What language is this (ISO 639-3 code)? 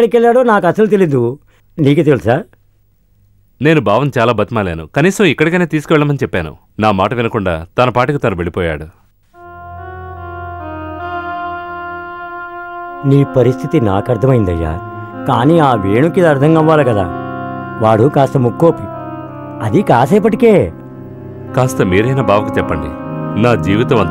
tel